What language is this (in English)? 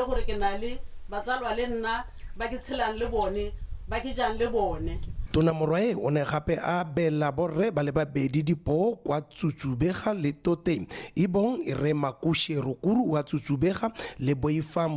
Tswana